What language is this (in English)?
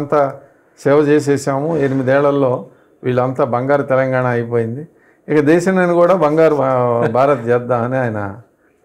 Telugu